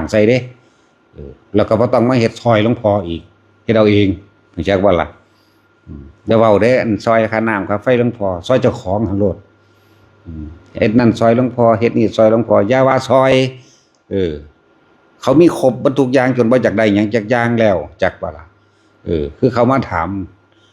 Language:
Northeastern Thai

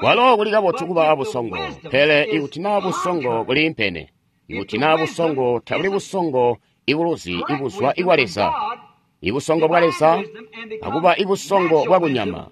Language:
Tonga (Zambia)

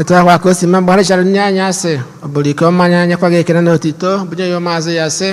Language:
Igbo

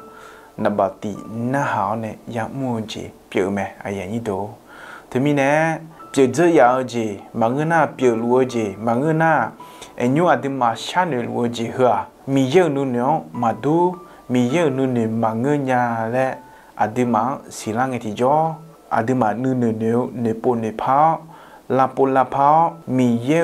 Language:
Akha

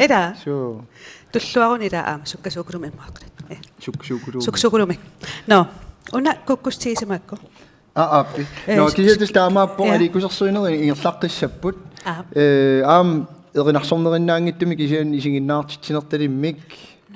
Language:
Kalaallisut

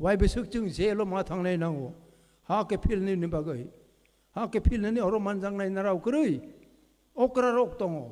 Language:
Kok Borok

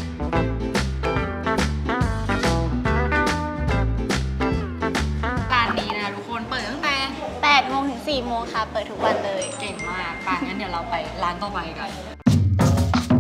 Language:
Thai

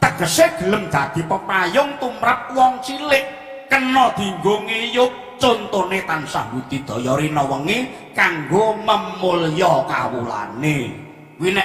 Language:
Javanese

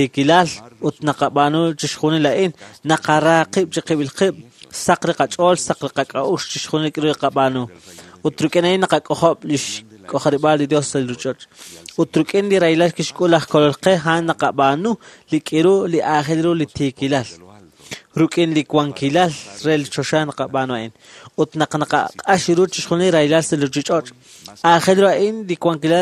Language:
Kekchí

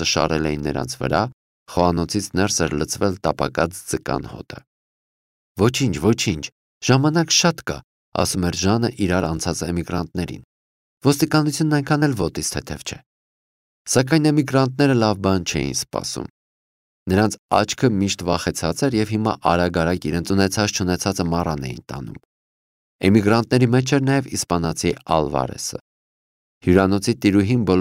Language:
Armenian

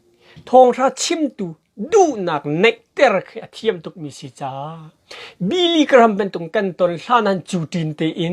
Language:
Hakha Chin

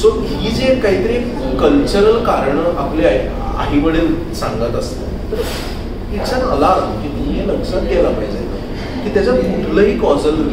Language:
Marathi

